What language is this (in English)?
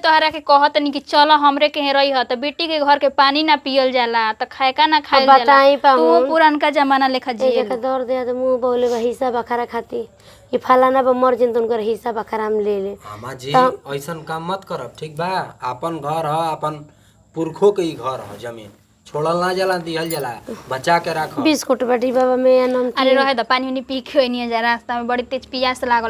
Bhojpuri